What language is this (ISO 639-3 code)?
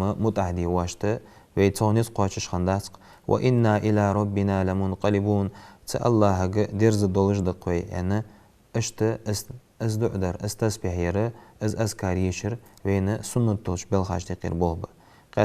inh